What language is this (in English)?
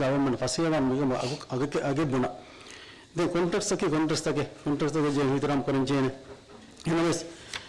Divehi